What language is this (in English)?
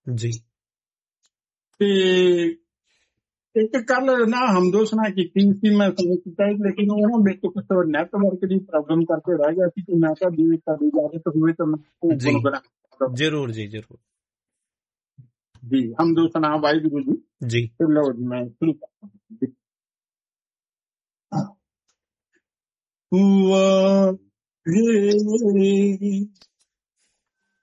Punjabi